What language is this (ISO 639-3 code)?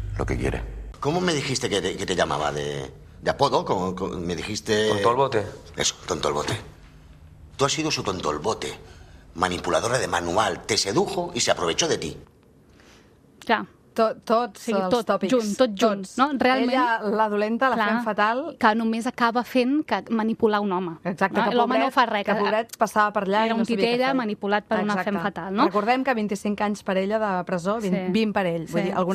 cat